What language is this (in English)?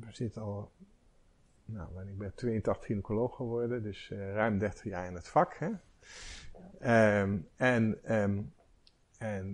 Dutch